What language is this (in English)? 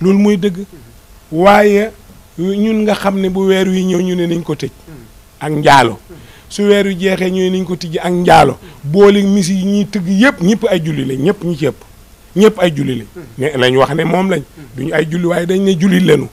Wolof